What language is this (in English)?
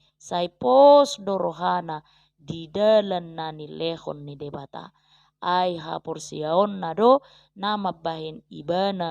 Batak Toba